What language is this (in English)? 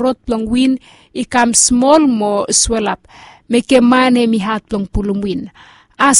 Bislama